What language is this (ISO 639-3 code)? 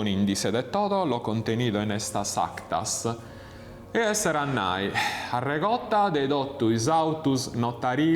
srd